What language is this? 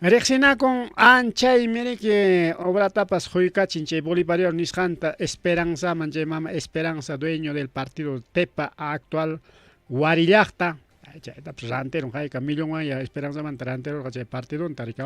Ayacucho Quechua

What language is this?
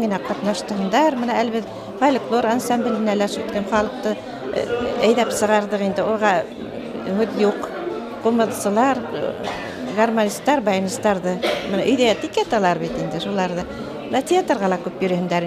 Bashkir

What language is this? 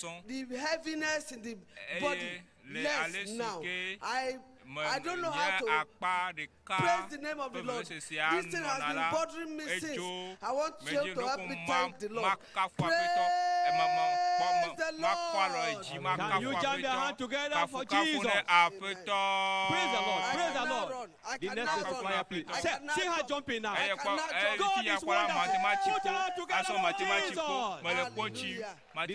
Ewe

